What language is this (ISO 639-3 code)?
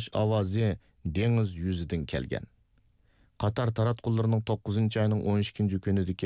uig